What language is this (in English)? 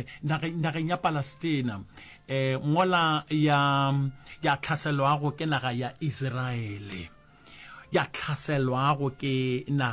Northern Sotho